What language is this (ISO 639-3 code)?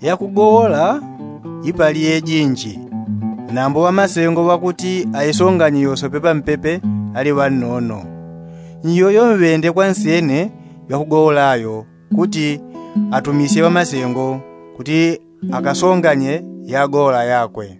yao